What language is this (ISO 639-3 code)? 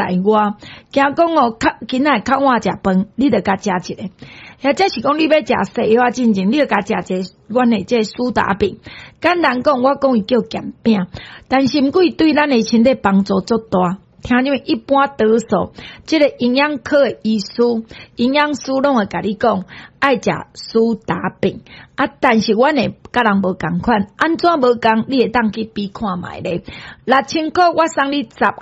nan